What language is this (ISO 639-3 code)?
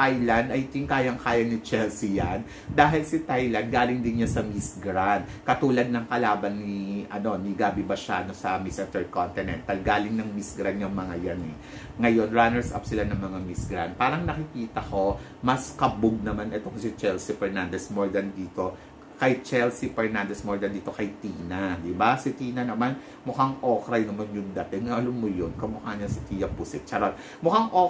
fil